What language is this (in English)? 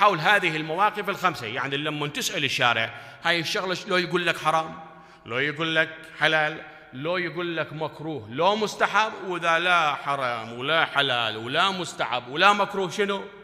Mesopotamian Arabic